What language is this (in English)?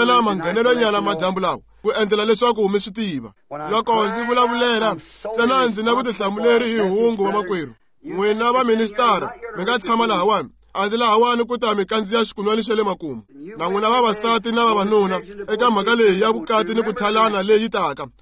Tsonga